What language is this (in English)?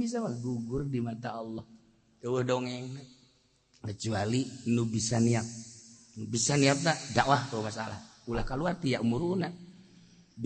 Sundanese